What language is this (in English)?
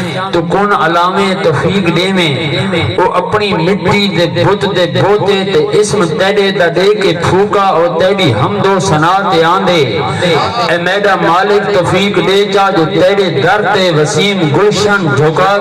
Saraiki